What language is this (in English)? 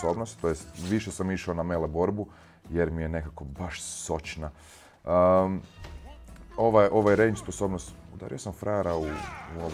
Croatian